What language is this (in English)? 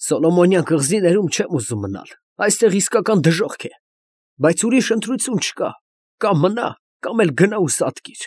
Armenian